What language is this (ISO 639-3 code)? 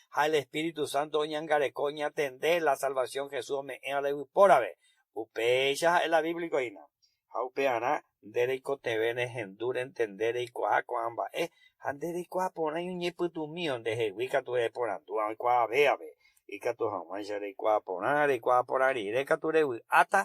grn